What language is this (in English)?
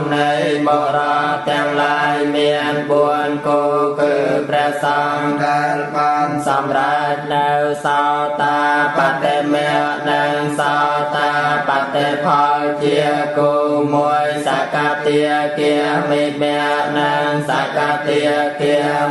Khmer